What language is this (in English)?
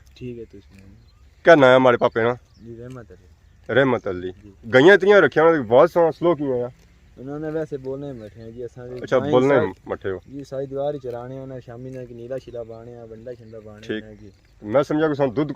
Pahari-Potwari